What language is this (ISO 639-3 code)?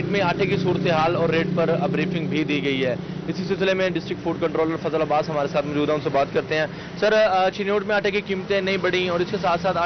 urd